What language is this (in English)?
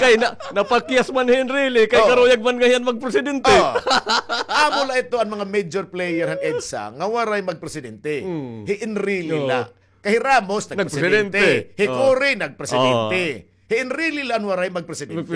Waray